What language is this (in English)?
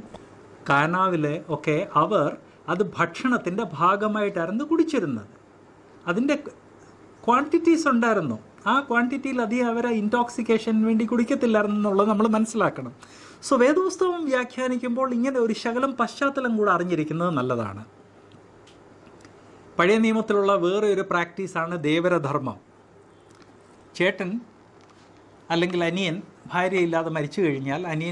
Malayalam